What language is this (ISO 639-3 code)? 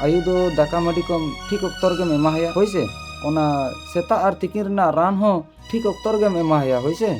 sat